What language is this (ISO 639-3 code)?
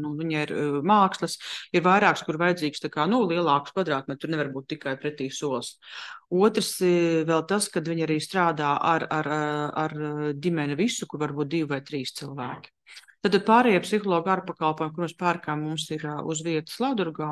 lav